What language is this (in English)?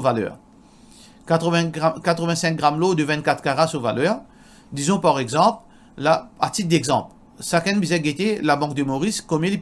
Morisyen